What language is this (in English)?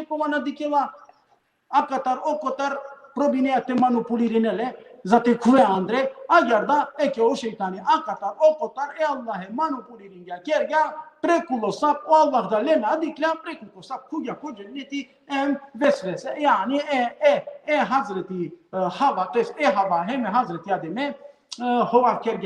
Balkan Romani